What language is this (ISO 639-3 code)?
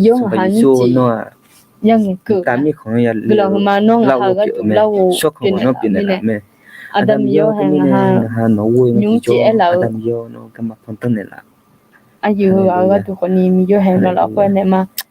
ahk